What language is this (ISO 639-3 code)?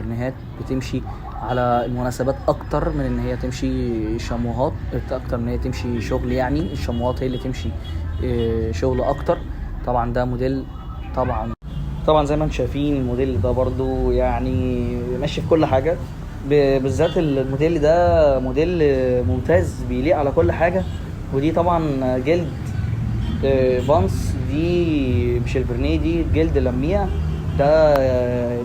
arz